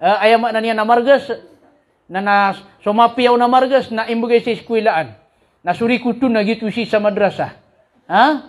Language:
Maranao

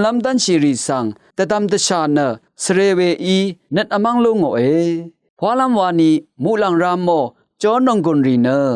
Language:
Rawang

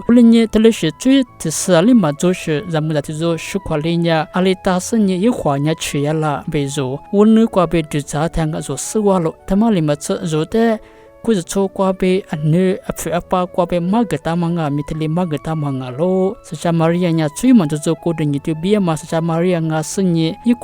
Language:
Lisu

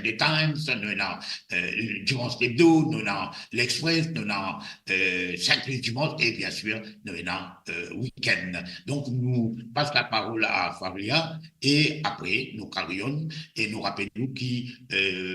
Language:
Morisyen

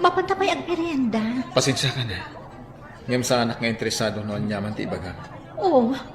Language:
Iloko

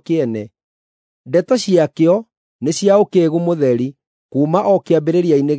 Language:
Kikuyu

